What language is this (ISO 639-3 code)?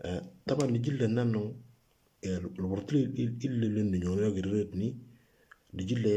mor